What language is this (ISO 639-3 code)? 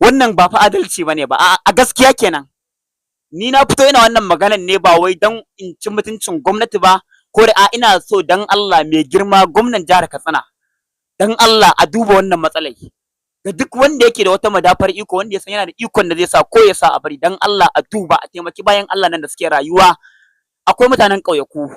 hau